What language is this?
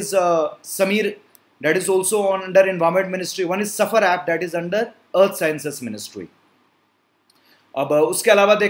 Hindi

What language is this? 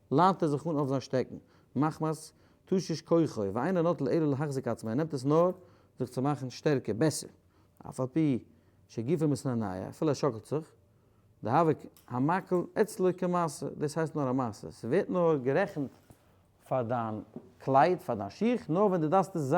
Yiddish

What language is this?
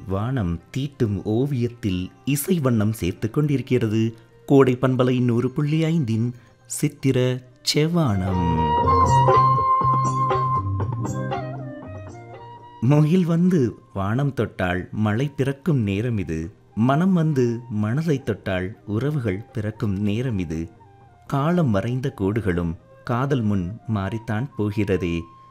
Tamil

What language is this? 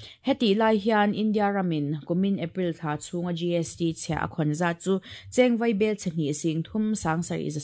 Mizo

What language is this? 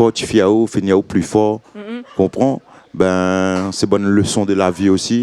Réunion Creole French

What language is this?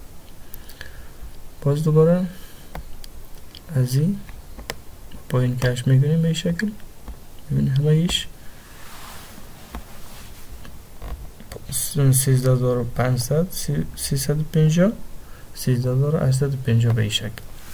Persian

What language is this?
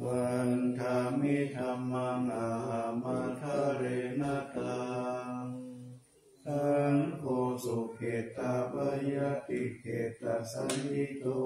Pali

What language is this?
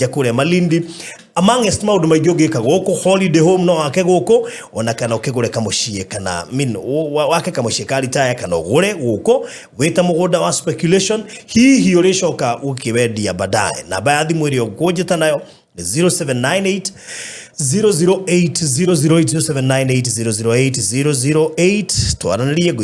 Kikuyu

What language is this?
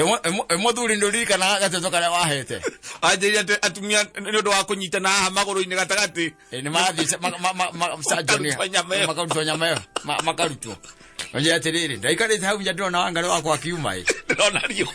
Kikuyu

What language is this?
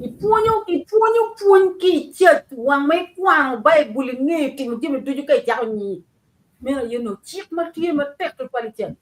Acoli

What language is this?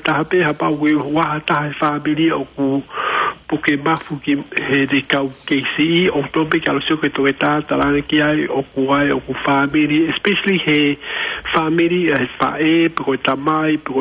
Tongan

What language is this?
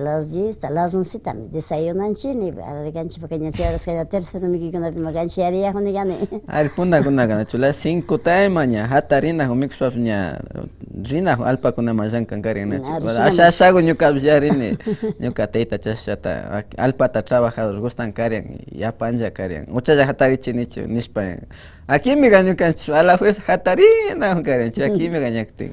Imbabura Highland Quichua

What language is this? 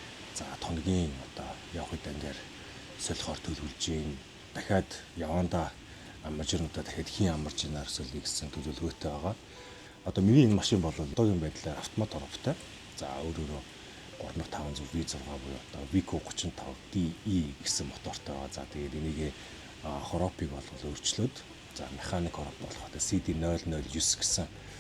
Mongolian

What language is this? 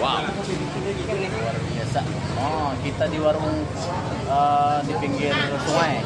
Banjar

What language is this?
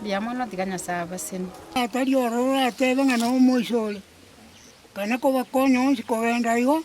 Gusii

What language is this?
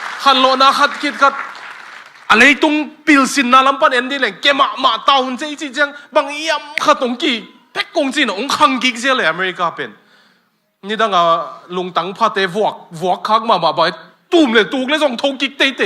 Tedim Chin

